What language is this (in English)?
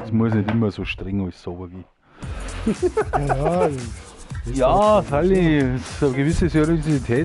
Bavarian